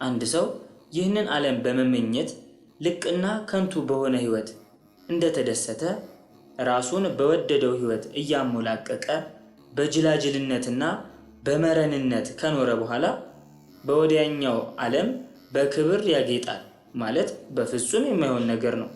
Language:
Amharic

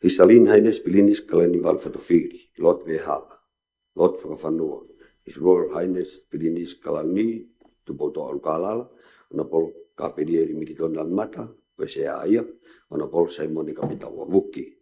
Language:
Tongan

